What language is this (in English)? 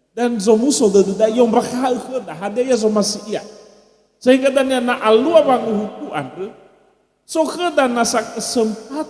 Nias